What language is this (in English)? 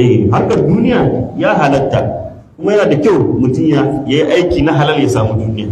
Hausa